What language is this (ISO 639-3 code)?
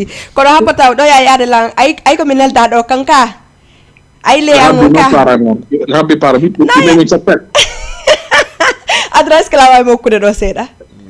ful